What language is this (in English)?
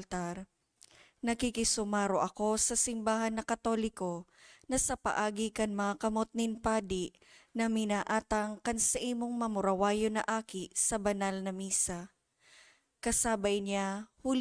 Bikol